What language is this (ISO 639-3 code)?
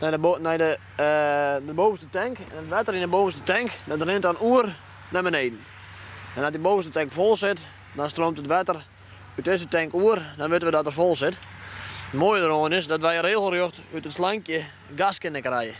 fry